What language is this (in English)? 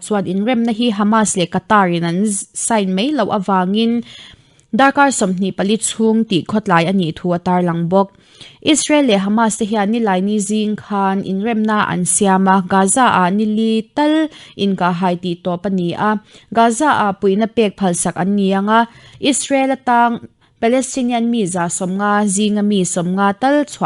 Mizo